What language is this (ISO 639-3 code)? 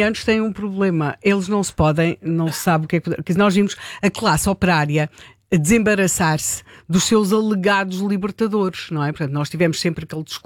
por